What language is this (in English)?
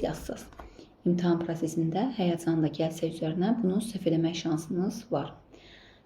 Azerbaijani